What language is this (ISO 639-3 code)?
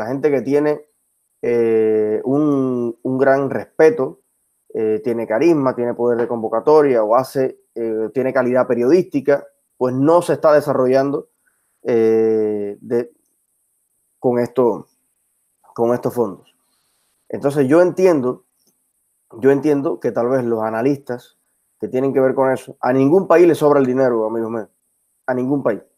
spa